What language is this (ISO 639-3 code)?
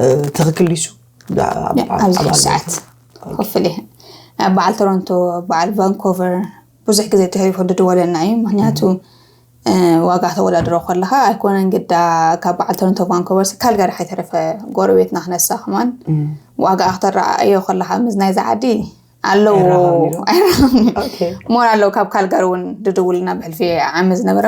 tir